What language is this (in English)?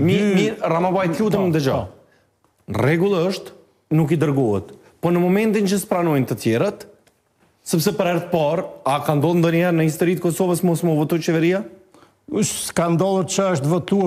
Albanian